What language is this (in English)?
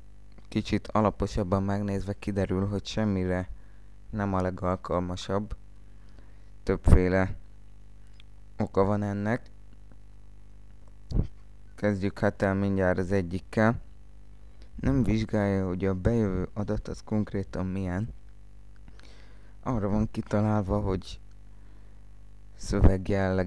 Hungarian